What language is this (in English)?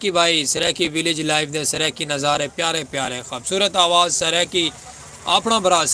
Saraiki